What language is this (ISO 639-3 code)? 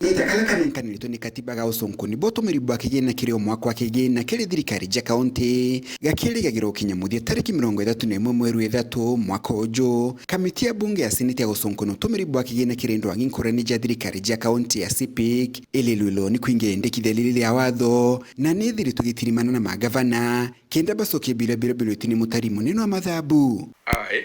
mer